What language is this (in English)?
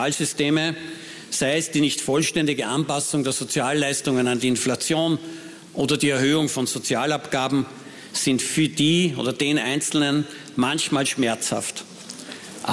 German